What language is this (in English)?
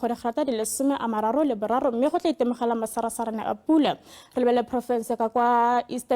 Tswana